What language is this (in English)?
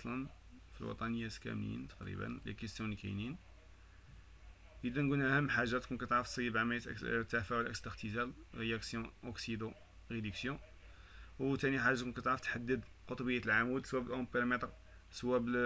Moroccan Arabic